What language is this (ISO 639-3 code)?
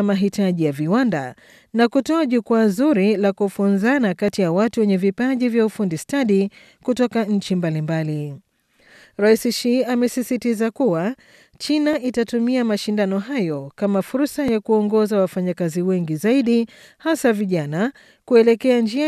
swa